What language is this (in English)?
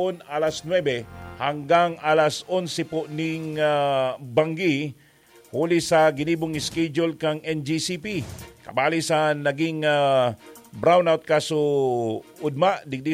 Bikol